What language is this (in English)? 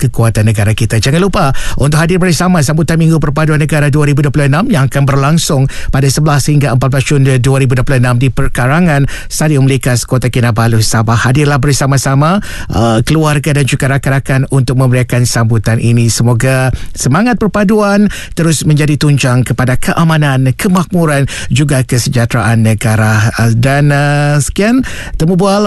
Malay